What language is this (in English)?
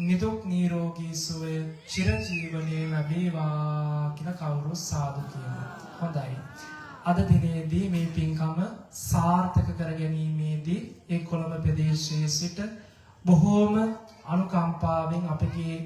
Sinhala